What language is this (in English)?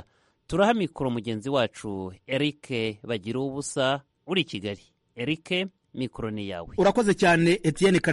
Kinyarwanda